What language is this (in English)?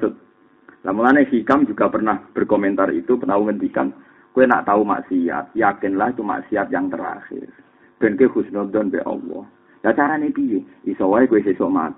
Javanese